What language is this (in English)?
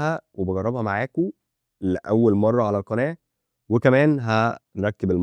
Egyptian Arabic